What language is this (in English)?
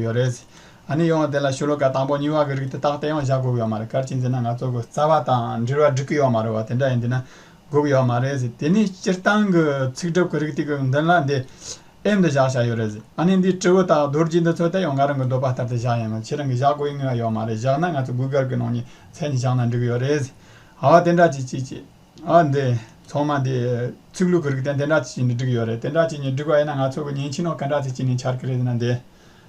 Tibetan